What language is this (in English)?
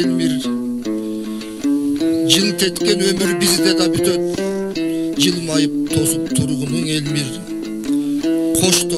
Kyrgyz